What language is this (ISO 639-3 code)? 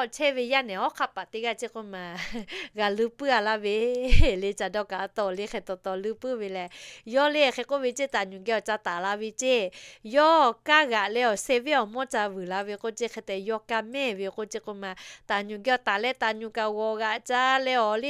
lhu